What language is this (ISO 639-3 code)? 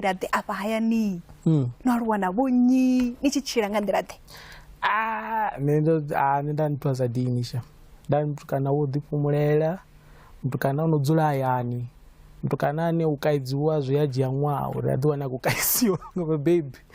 ven